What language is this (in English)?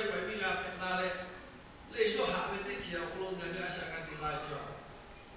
Lahu